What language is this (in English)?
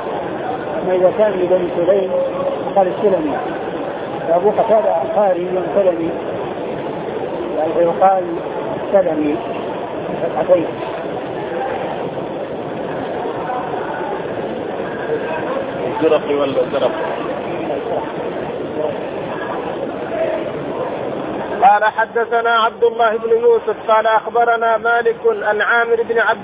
Arabic